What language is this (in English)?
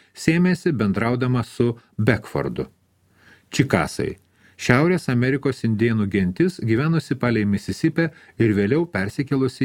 Lithuanian